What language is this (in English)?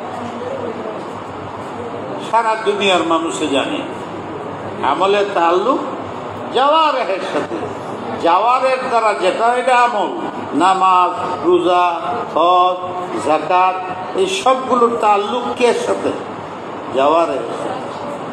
Bangla